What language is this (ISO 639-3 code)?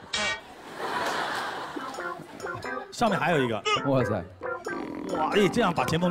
zho